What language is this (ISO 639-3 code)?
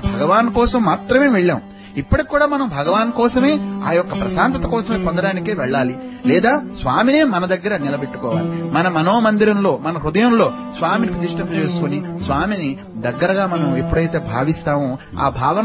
tel